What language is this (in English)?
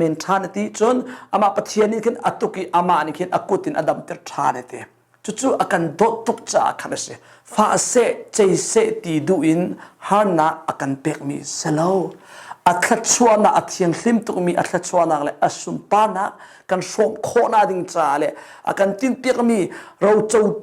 Hakha Chin